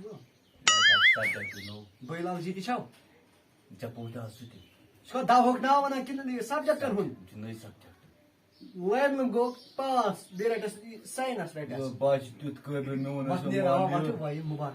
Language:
Kashmiri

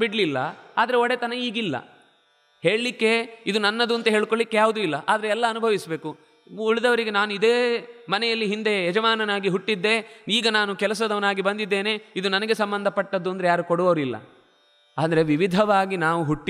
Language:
Kannada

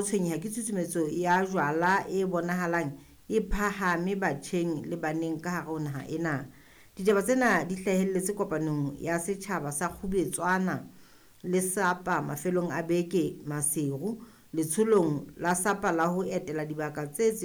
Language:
Southern Sotho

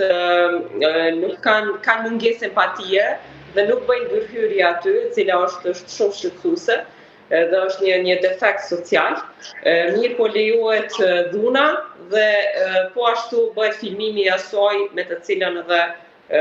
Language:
Albanian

